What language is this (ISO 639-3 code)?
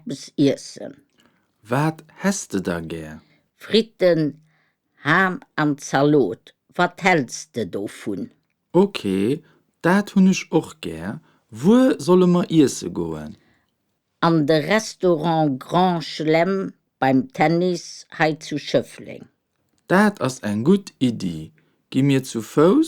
ltz